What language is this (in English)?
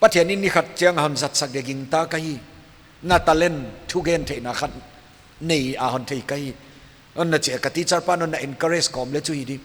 Paite Chin